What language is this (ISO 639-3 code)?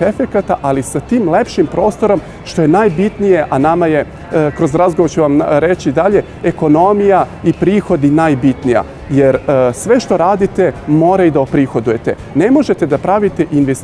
srp